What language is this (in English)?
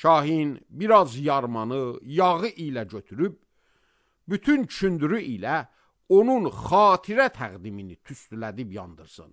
Azerbaijani